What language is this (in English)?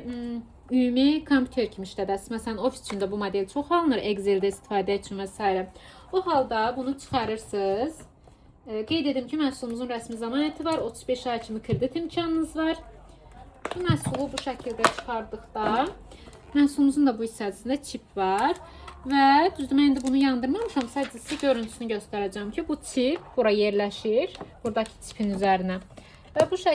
Azerbaijani